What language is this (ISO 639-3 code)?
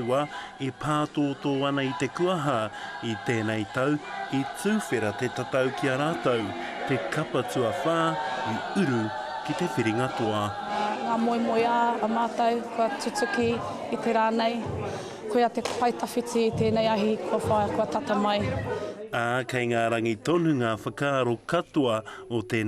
mri